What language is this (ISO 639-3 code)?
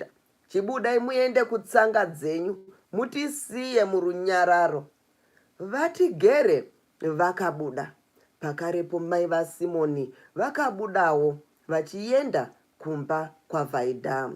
sna